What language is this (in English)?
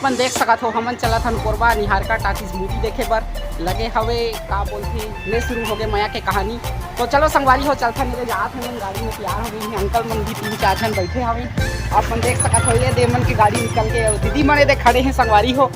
Chhattisgarhi